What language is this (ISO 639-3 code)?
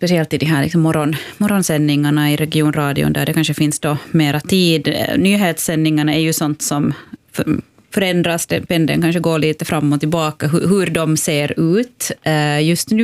swe